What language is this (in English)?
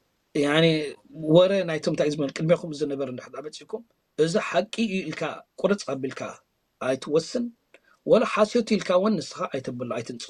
Tigrinya